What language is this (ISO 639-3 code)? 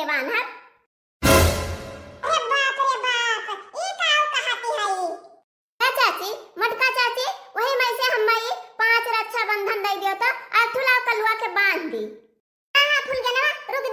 awa